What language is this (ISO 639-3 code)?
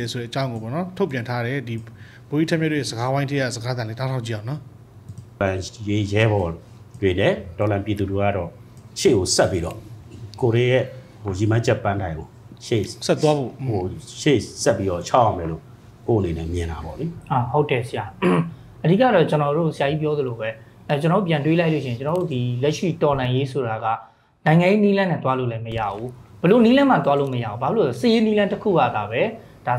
mya